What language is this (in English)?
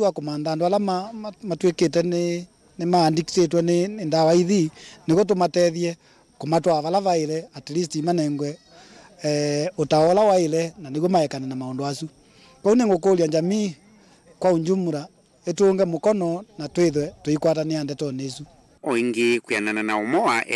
Kamba